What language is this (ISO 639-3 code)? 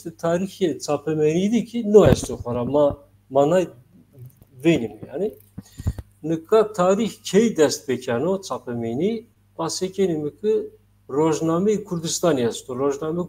zza